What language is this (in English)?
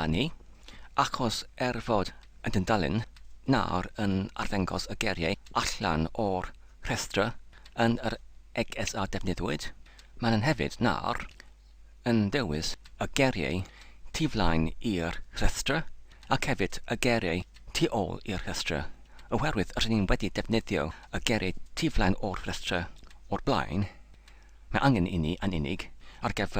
Welsh